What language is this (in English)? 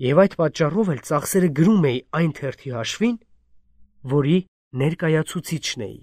Armenian